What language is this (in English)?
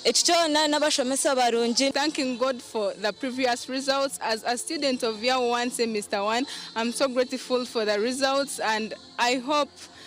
Nyankole